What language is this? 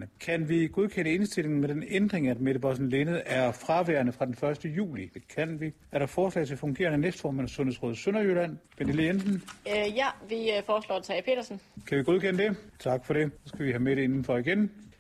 Danish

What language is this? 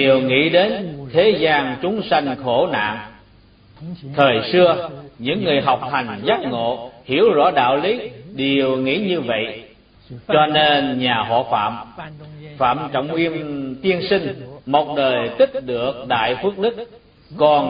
Vietnamese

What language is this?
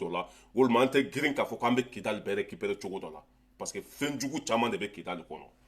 Bambara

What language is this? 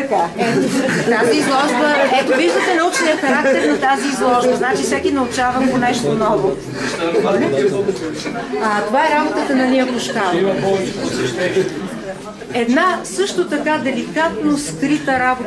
Bulgarian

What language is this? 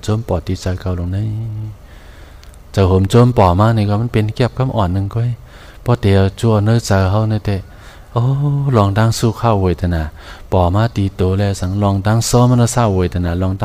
Shan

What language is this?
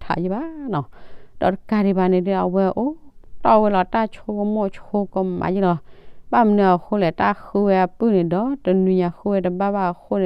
S'gaw Karen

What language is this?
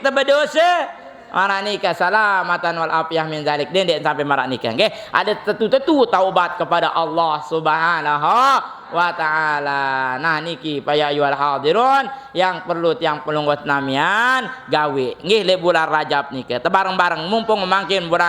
Sasak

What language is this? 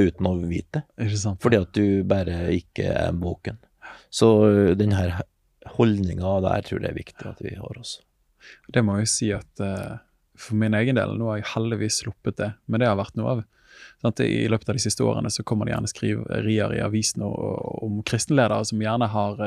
Norwegian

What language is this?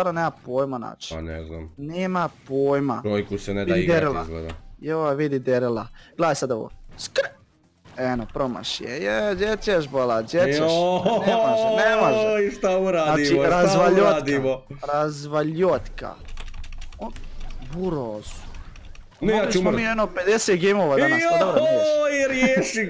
Croatian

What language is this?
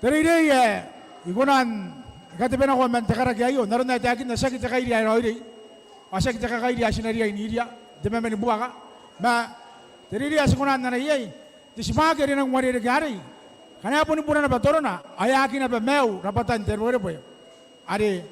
Gilbertese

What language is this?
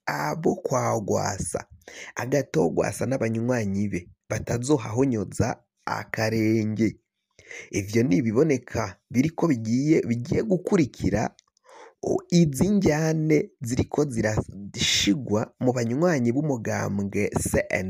Rundi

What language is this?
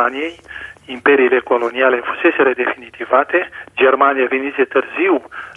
Romanian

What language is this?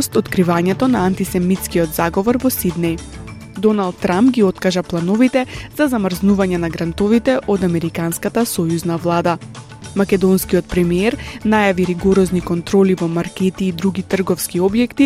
Macedonian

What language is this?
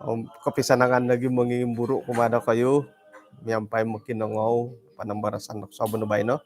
Central Dusun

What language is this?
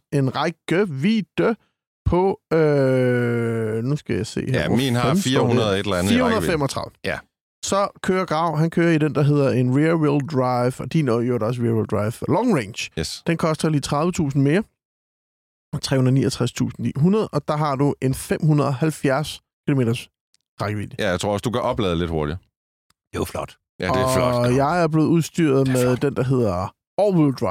Danish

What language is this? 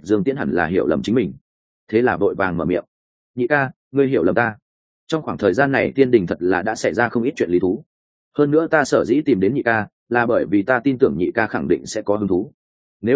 Vietnamese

